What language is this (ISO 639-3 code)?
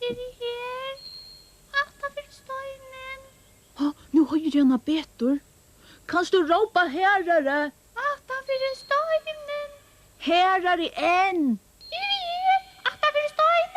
fao